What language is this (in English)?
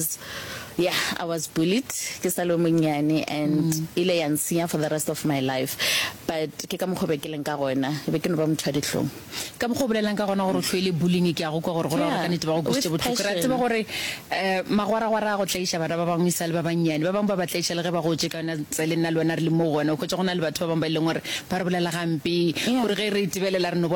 Northern Sotho